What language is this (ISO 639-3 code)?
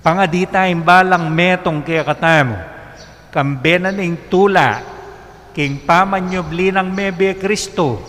pam